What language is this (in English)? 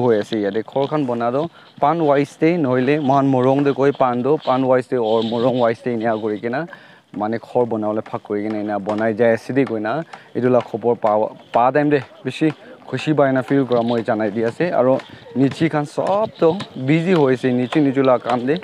Naga Pidgin